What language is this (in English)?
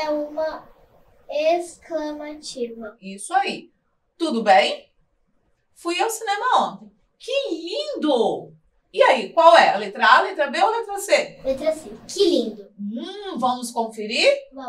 Portuguese